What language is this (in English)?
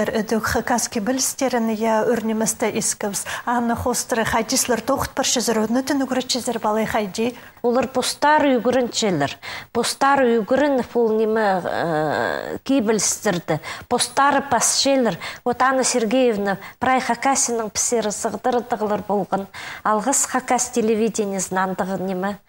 Khakas